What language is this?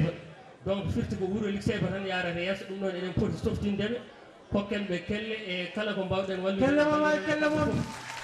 Fula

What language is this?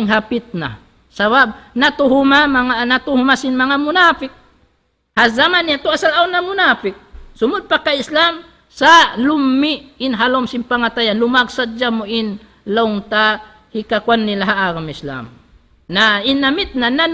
Tausug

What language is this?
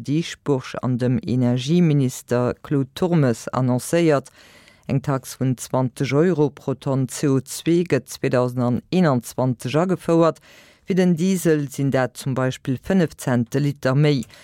Luxembourgish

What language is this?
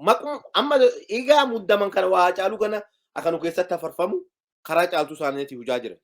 Oromo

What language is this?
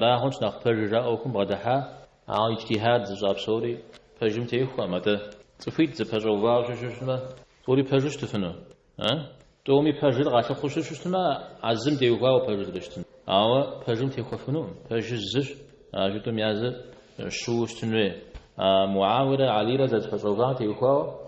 Kabardian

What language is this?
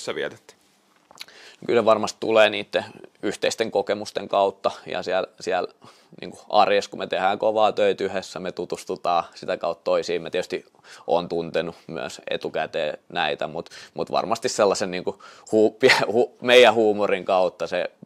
Finnish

